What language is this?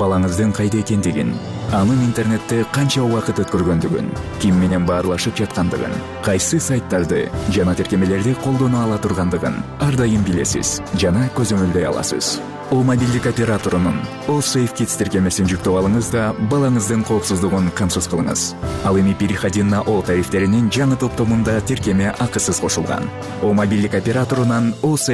Kyrgyz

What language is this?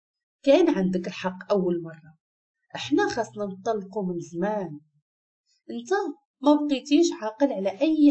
Moroccan Arabic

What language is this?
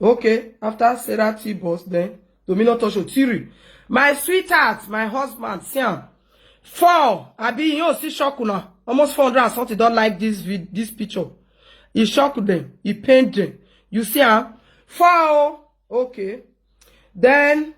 Nigerian Pidgin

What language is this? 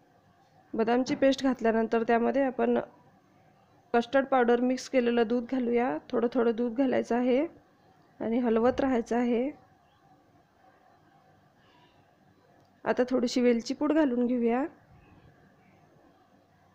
Marathi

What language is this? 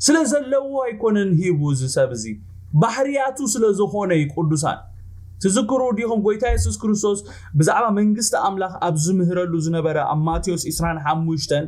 Tigrinya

